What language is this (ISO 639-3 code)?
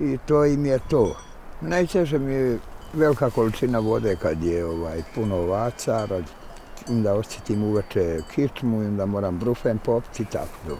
bos